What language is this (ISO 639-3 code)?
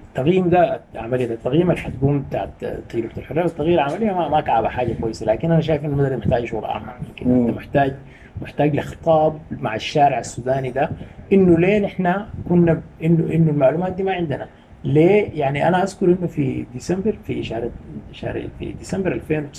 apd